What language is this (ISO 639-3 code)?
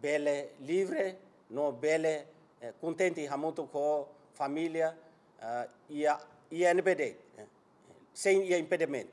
tet